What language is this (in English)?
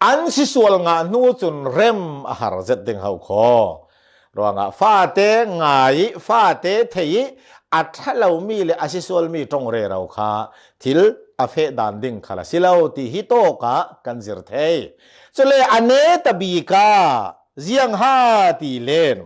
Falam Chin